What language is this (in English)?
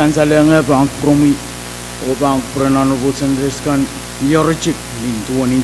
Pohnpeian